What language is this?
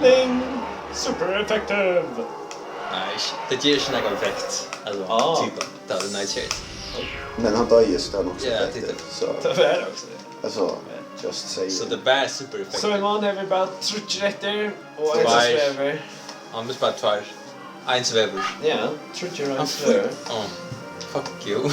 Faroese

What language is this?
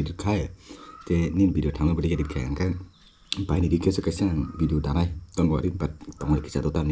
Kok Borok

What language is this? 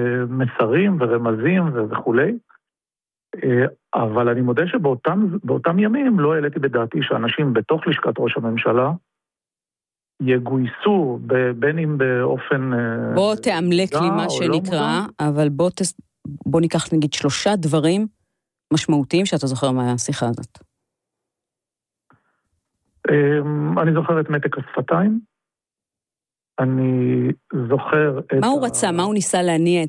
Hebrew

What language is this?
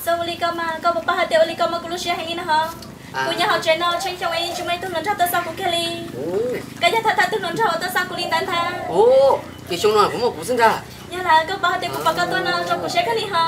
Hmong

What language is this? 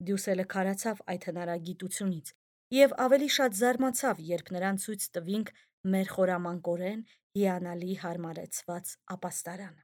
Armenian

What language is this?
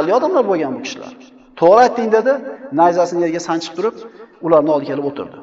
Uzbek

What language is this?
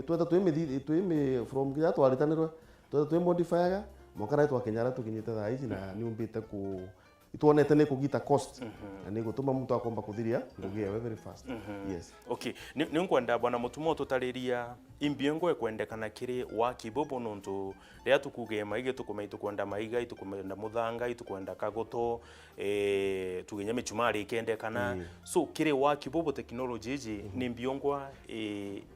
Meru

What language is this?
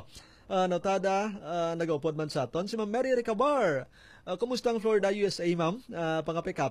Hiligaynon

